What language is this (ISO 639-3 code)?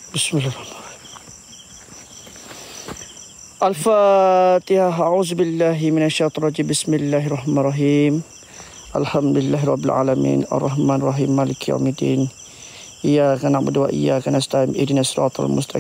msa